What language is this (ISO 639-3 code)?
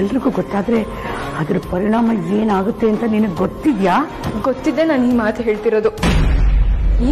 kan